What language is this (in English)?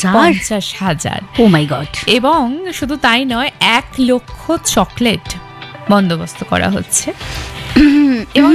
Bangla